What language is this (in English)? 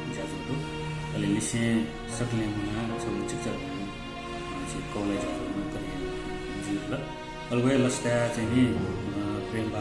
Newari